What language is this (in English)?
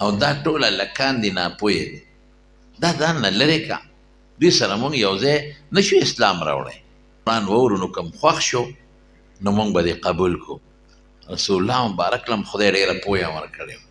Pashto